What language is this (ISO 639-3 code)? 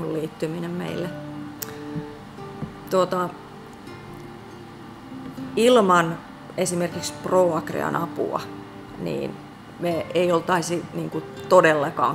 fin